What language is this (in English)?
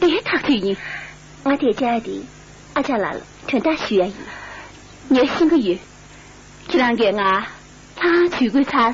Tibetan